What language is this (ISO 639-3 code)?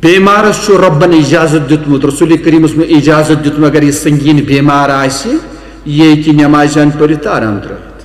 kas